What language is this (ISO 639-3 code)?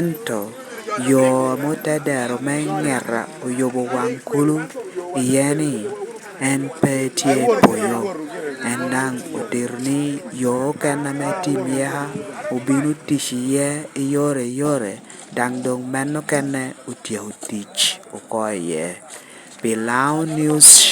laj